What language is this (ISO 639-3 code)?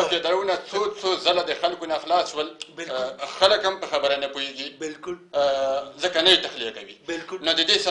pus